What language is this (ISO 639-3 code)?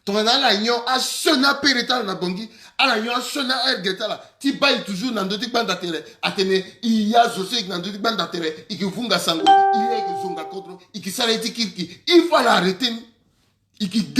sag